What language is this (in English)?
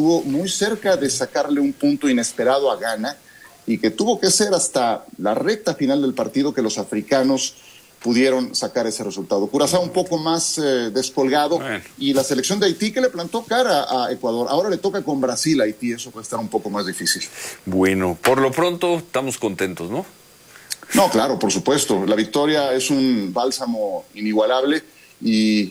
Spanish